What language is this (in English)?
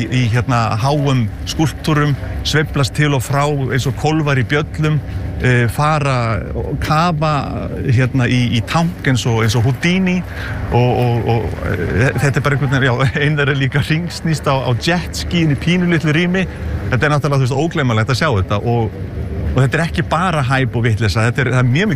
Icelandic